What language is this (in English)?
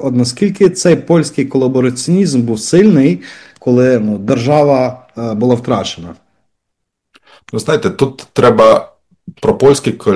Ukrainian